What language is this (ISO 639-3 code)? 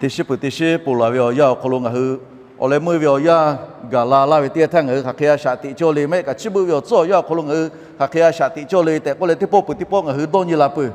lhu